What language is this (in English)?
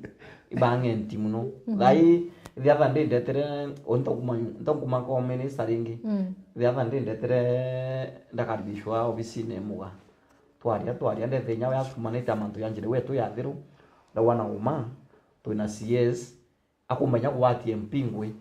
Meru